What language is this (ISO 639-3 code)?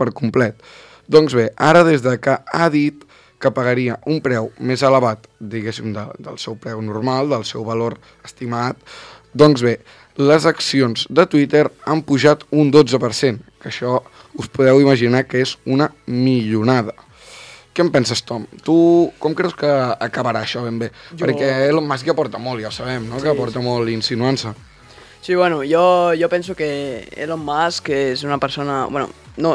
cat